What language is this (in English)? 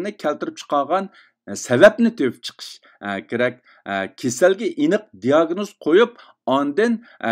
Uyghur